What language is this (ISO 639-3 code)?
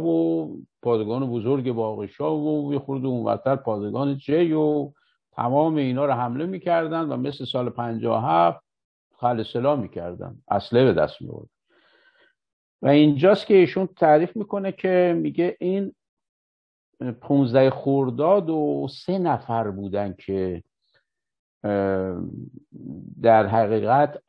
fas